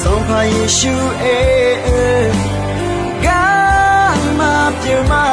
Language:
Akha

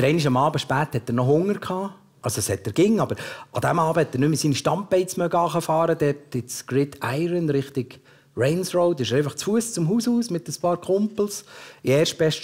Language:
Swiss German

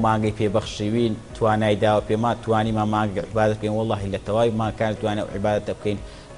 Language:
Central Kurdish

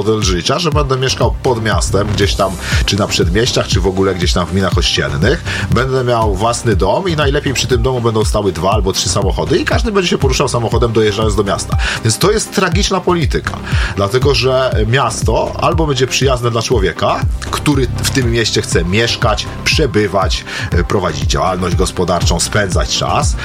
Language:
Polish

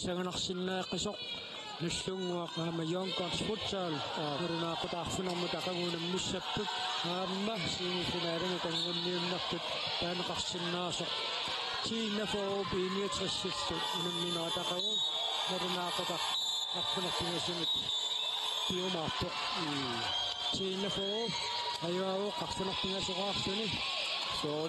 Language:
Kalaallisut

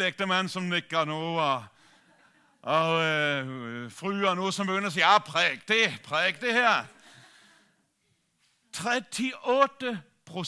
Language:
Danish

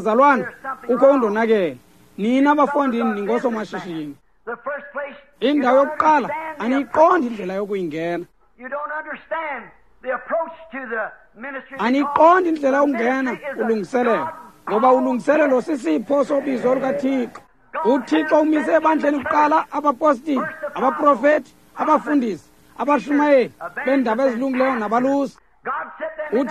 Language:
Xhosa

